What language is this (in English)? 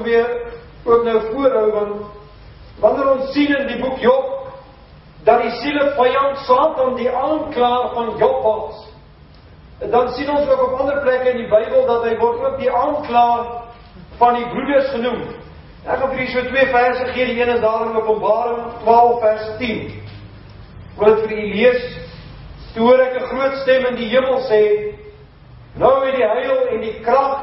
Afrikaans